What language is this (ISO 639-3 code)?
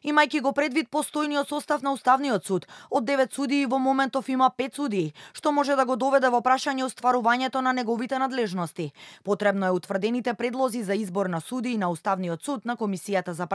mkd